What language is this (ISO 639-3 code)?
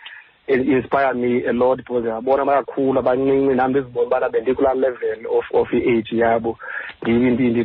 xho